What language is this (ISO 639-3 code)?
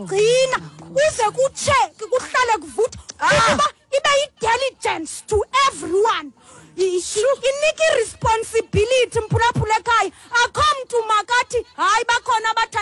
xho